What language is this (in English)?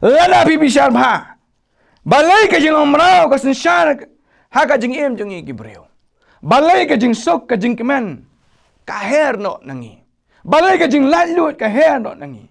Khasi